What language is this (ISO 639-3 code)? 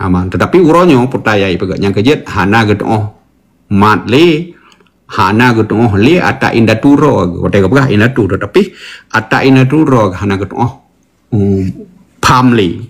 ace